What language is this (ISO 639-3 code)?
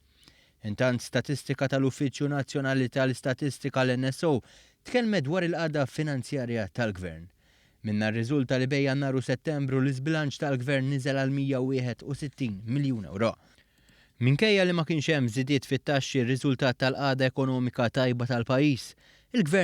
mlt